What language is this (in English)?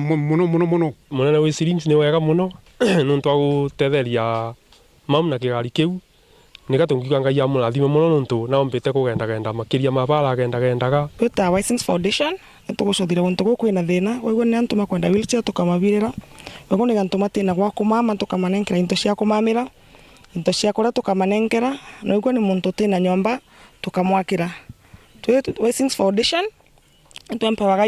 Meru